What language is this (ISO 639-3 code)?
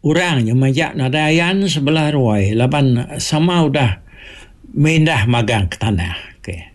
iba